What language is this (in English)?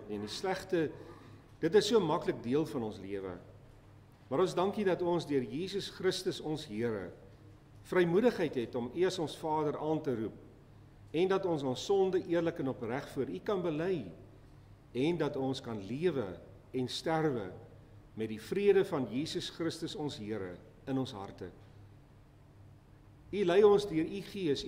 Afrikaans